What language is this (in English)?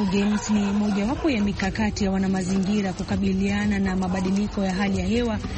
Swahili